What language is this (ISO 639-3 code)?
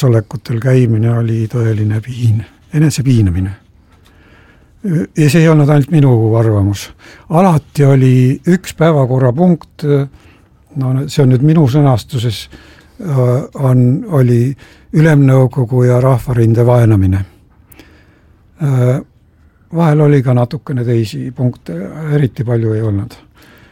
est